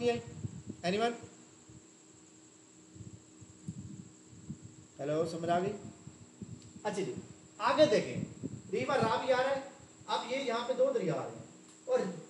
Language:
Urdu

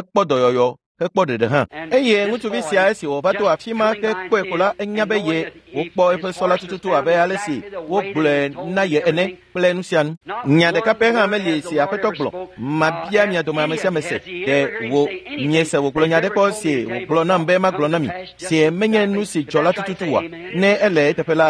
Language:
Ewe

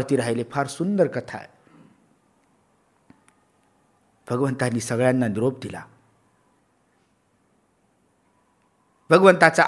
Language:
Marathi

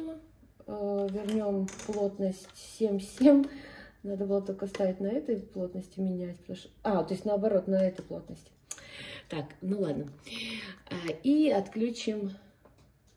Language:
Russian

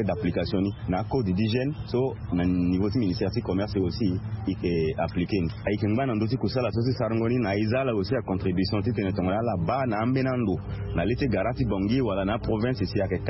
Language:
Sango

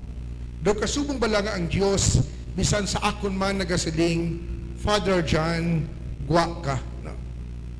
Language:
Hiligaynon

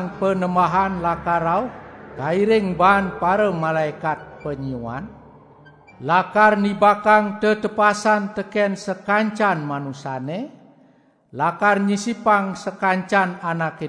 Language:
Balinese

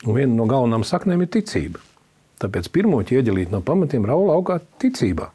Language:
Latvian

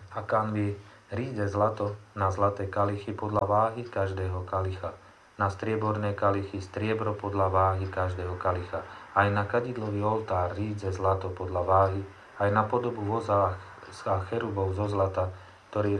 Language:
Slovak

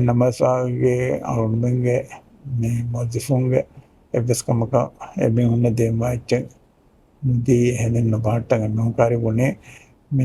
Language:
Divehi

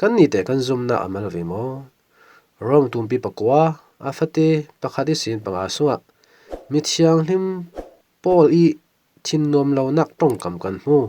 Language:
Falam Chin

